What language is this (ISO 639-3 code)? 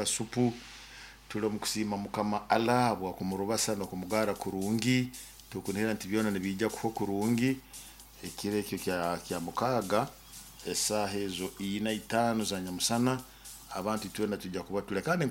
nyo